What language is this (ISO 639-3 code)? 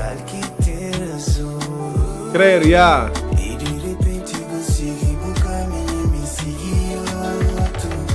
kea